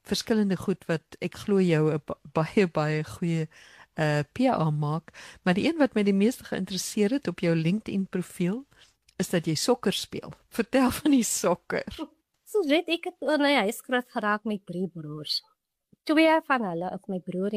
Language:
Afrikaans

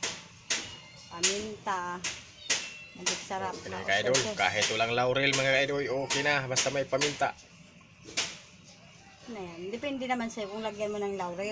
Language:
Filipino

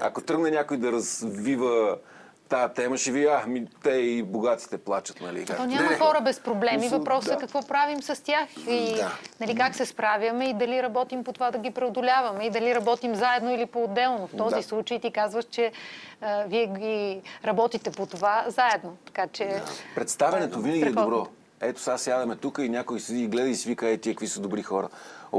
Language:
Bulgarian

